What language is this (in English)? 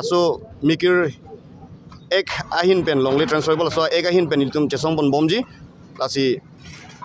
Karbi